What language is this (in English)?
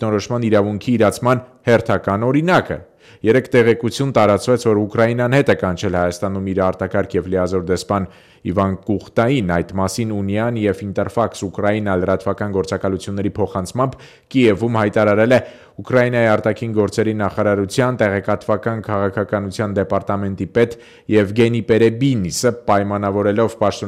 Armenian